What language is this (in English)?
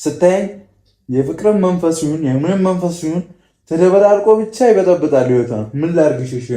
Amharic